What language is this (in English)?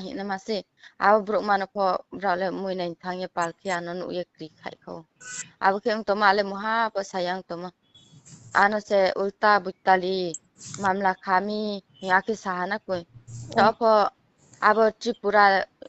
Riang (India)